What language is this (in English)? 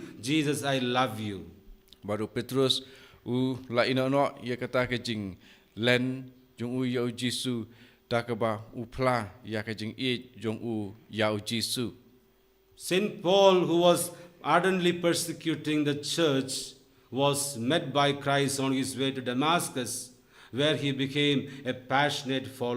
Khasi